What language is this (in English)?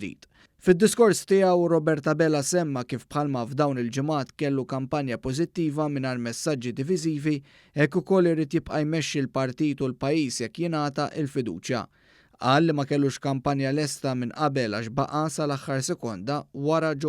Maltese